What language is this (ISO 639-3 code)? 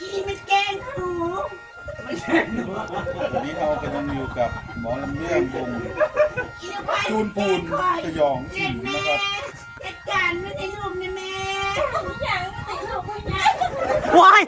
tts